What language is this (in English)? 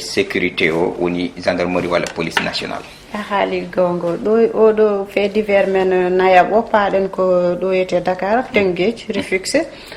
Fula